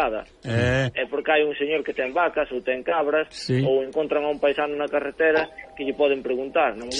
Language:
Galician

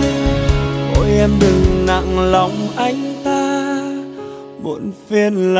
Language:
Vietnamese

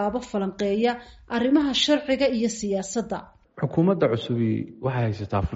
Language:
Somali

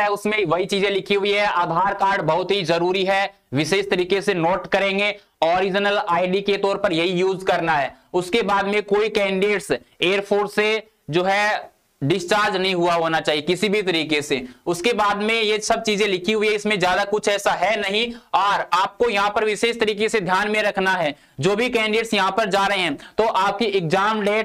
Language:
Hindi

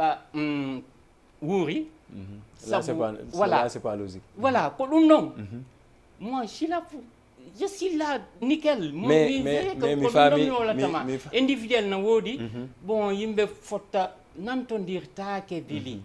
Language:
Fula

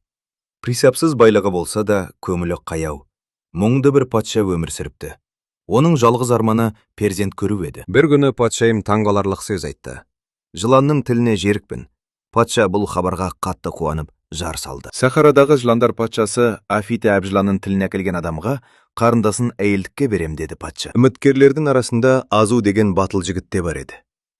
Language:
Kazakh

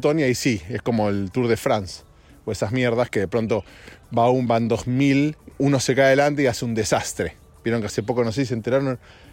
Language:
Spanish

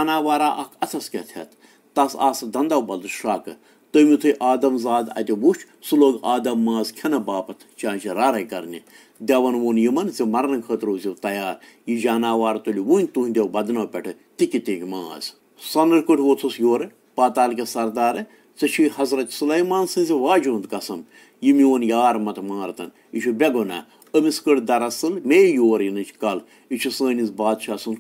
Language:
Kashmiri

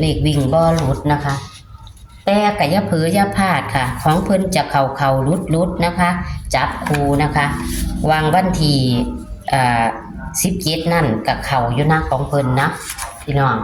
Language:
Northeastern Thai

